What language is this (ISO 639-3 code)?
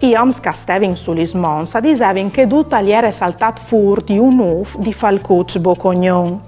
fur